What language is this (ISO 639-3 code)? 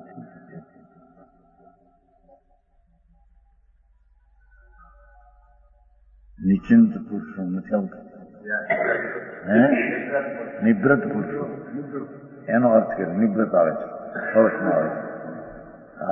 guj